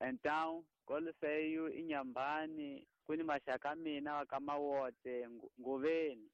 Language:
Tsonga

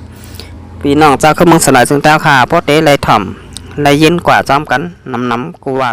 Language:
Shan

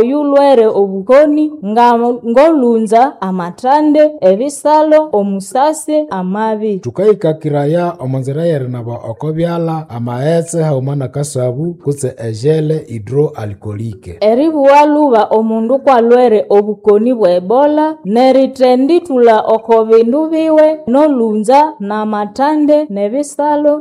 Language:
Nande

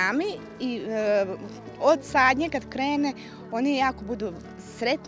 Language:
Croatian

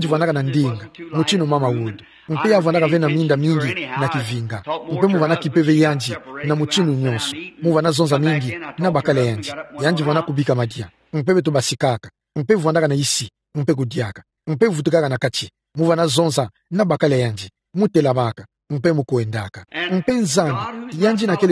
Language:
Kituba (Democratic Republic of Congo)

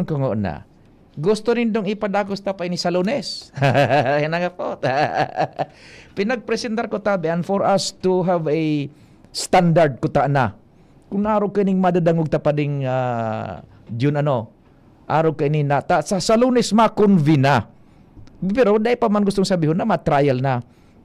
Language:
Bikol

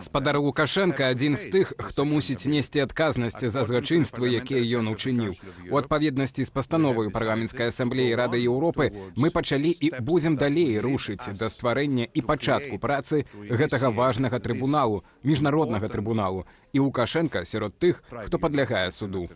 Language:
Belarusian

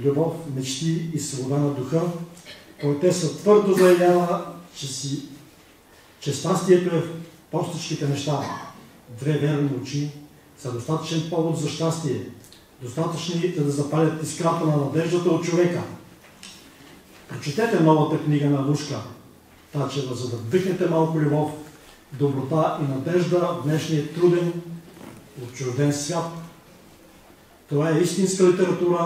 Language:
Bulgarian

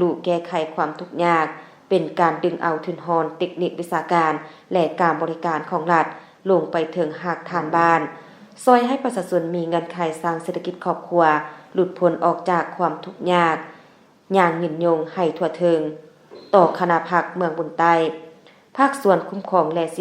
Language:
Lao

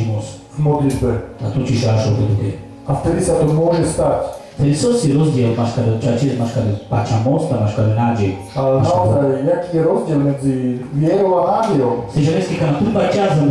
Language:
Slovak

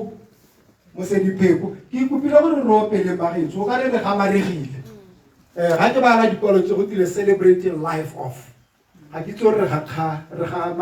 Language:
Tswana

